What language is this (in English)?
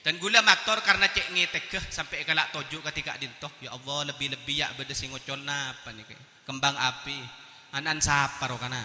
Madurese